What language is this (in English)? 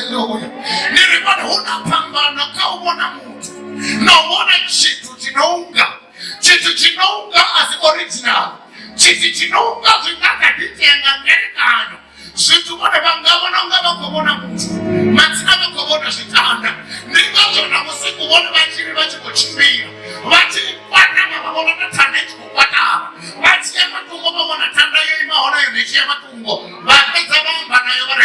Venda